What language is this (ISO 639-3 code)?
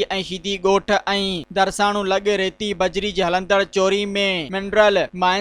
snd